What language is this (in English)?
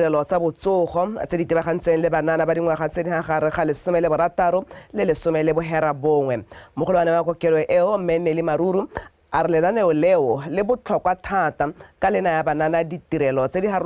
Tswana